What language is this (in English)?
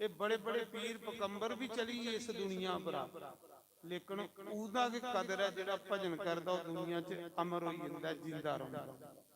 Dogri